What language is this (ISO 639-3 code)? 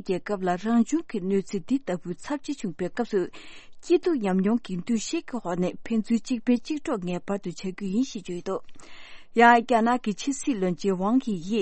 bod